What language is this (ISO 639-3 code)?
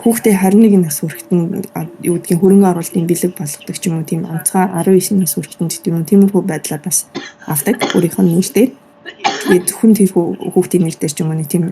mon